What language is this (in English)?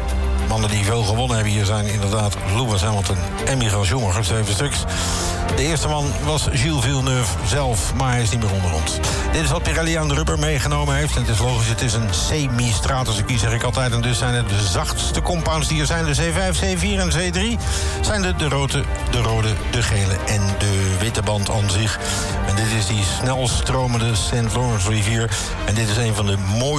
Dutch